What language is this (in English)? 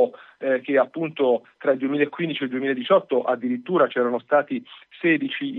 Italian